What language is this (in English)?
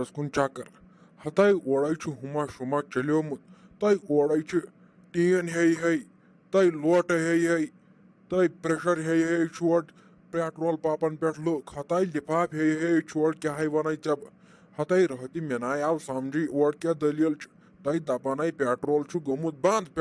Kashmiri